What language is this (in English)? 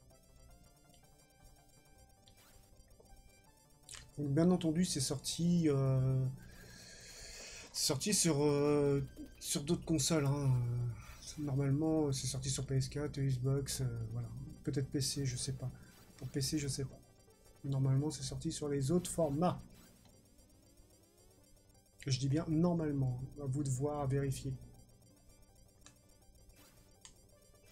French